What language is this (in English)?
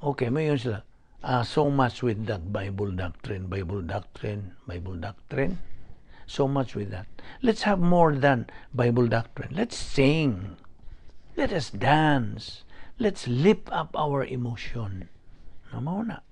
Cebuano